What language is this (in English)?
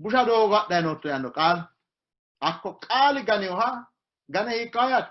Sidamo